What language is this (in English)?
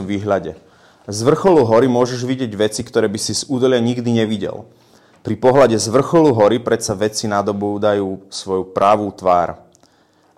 Slovak